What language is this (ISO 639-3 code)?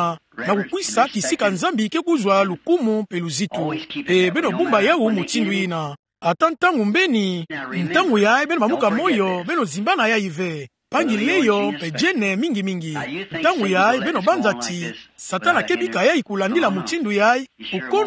ktu